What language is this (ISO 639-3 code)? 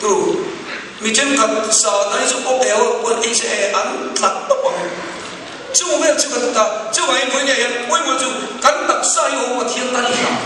lus